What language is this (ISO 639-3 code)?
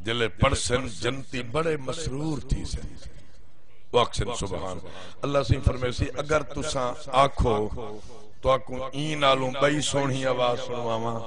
skr